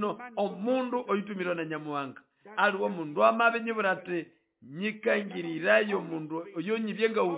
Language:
Nande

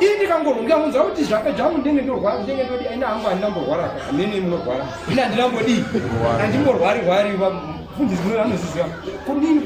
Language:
Shona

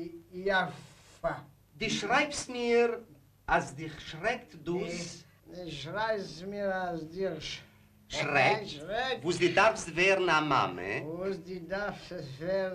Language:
Yiddish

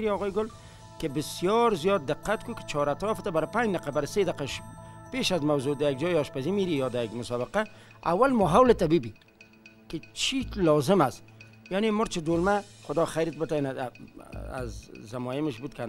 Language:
Persian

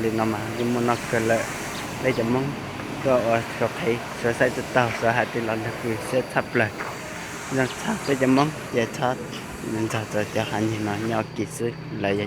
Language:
Hmong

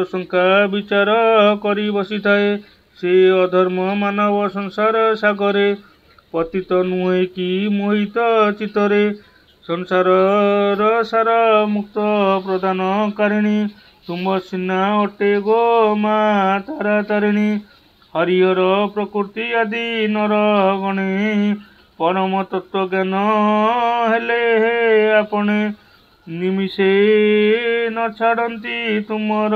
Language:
Odia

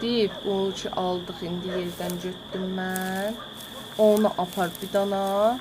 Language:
South Azerbaijani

